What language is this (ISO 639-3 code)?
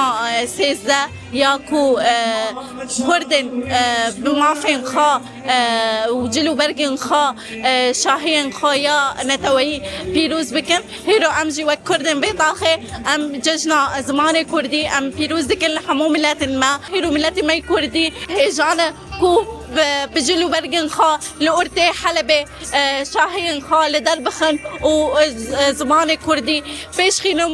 kur